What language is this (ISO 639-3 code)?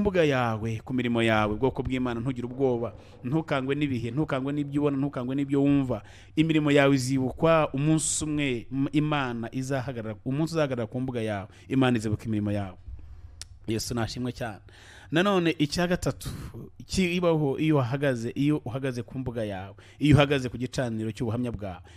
kin